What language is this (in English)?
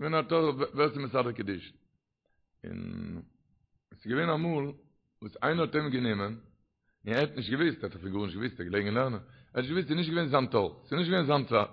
Yiddish